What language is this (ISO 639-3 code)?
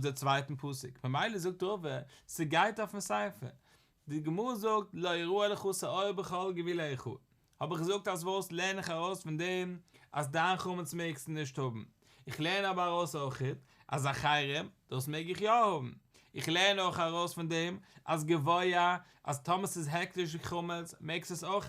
yid